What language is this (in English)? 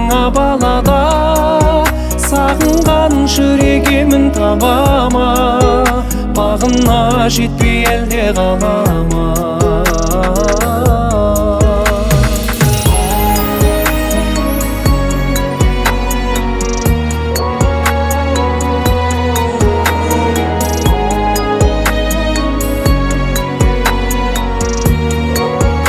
Kazakh